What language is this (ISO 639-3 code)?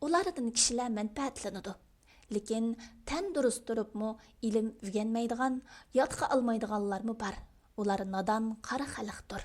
uig